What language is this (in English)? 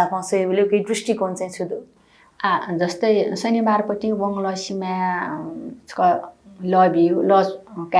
Newari